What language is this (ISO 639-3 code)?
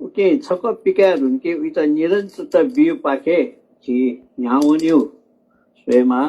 new